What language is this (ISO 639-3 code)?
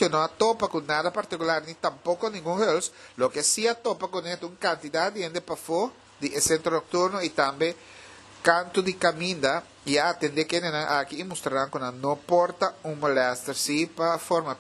pap